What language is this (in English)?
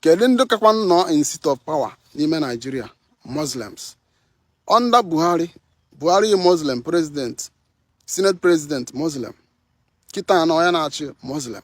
Igbo